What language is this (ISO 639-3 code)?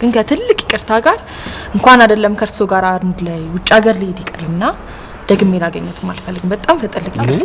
amh